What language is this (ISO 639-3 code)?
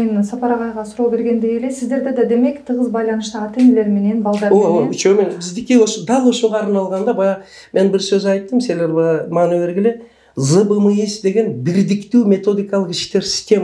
kir